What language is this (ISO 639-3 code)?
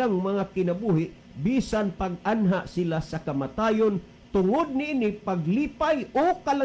ceb